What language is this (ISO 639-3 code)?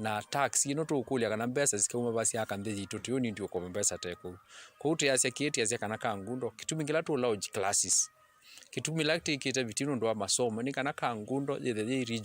kam